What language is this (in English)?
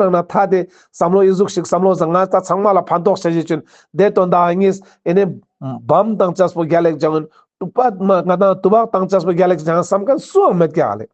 Ladakhi